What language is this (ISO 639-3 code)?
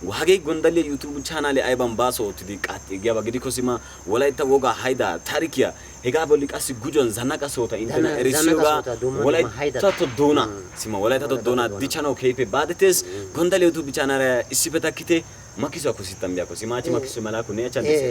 wal